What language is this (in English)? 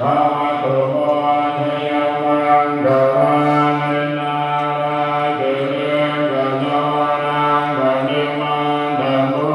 Pali